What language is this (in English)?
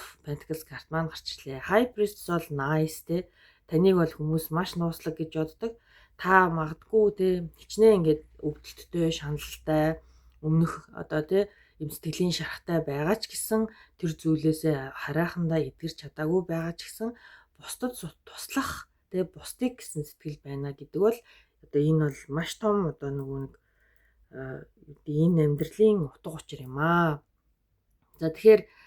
Mongolian